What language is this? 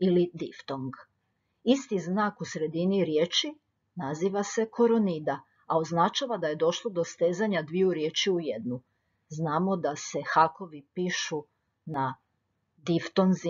Croatian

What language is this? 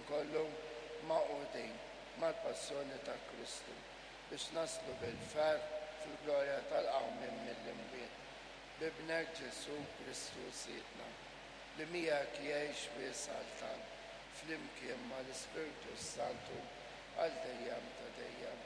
Maltese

